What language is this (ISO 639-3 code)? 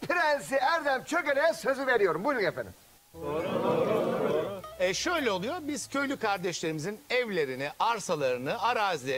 tur